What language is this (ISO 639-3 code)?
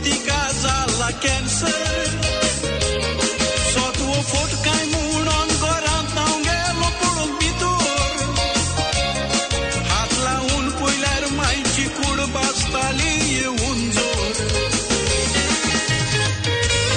kok